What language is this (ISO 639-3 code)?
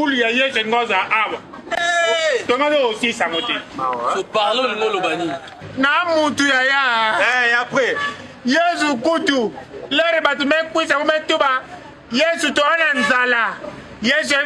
lin